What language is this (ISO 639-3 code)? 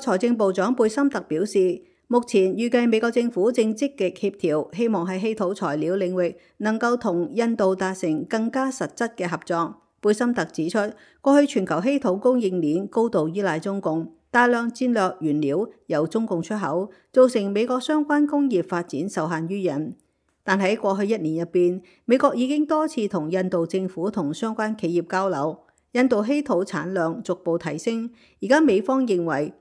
yue